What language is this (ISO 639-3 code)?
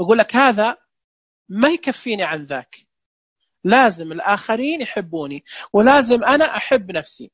ars